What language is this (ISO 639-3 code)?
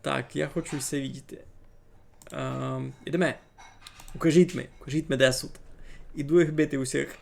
rue